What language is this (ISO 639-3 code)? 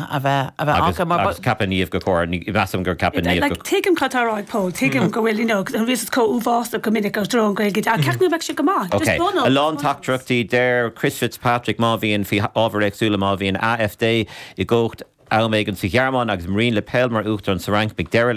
gle